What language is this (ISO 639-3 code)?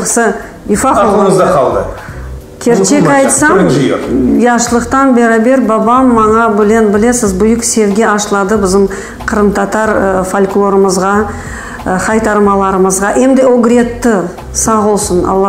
crh